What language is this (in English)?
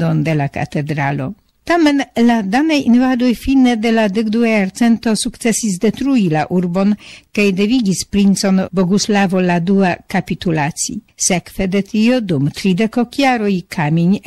Esperanto